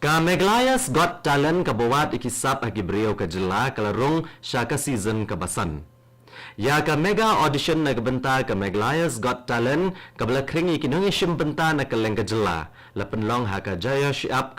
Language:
Khasi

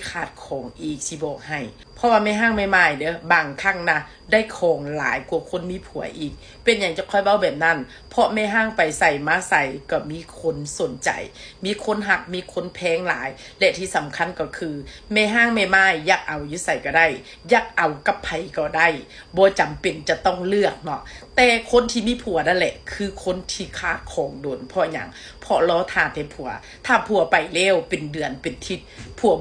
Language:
Lao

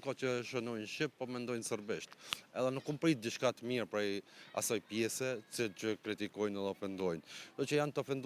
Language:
Albanian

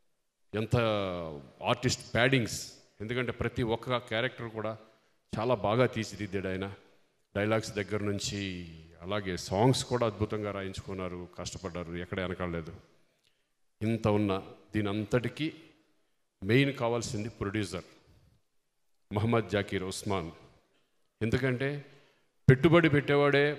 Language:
Telugu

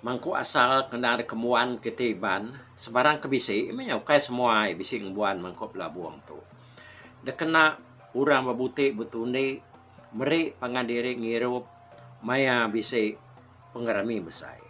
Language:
Iban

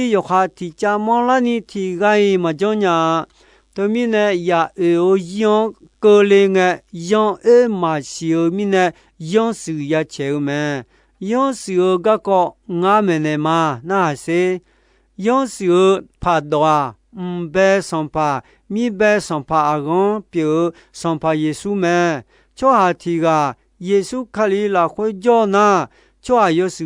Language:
Akha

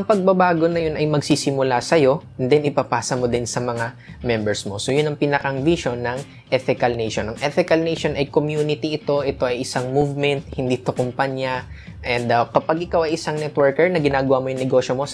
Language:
Filipino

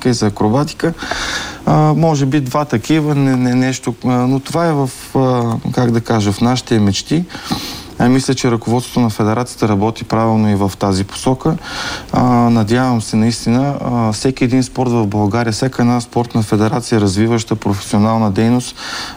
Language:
Bulgarian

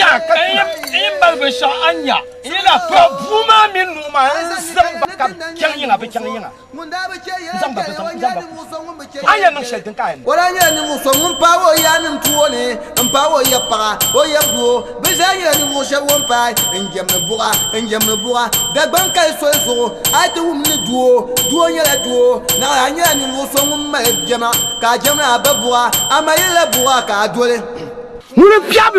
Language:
Dagbani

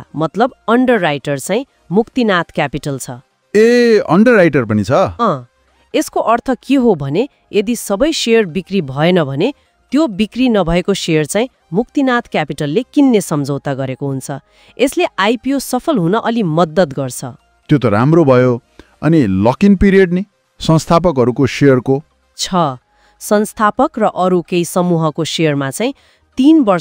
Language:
Nepali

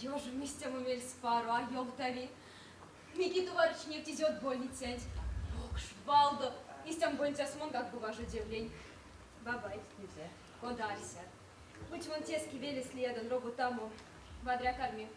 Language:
Erzya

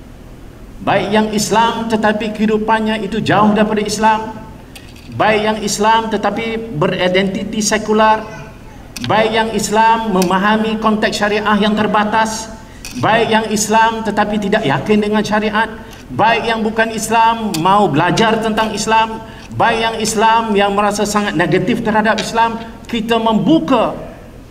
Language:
Malay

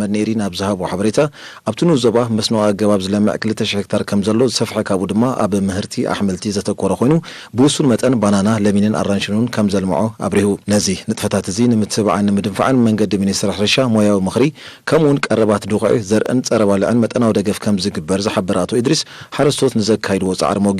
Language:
Tigrinya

